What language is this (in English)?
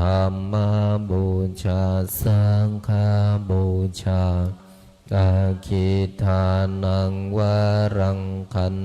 Pali